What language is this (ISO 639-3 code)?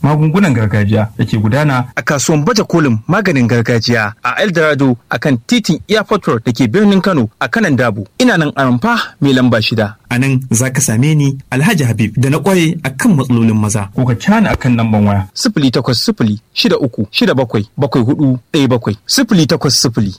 hau